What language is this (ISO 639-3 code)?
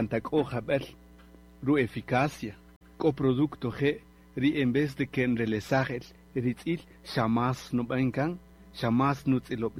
cak